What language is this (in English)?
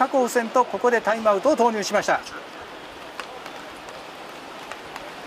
Japanese